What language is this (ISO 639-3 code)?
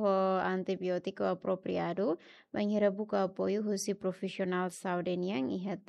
tet